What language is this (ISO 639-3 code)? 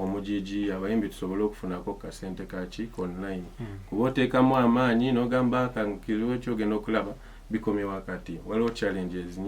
lug